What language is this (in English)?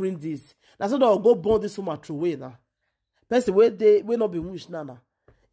Nigerian Pidgin